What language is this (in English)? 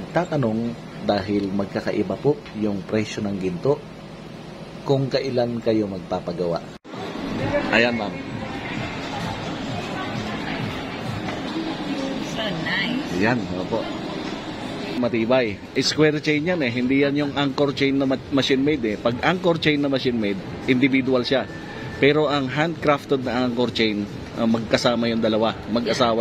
Filipino